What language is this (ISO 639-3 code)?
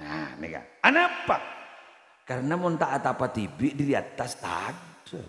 mad